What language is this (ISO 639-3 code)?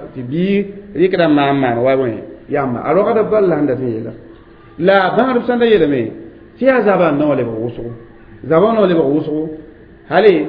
mos